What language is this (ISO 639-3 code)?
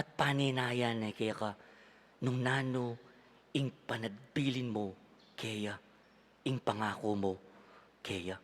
pam